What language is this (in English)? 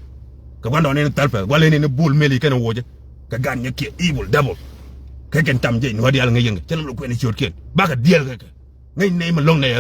Nuer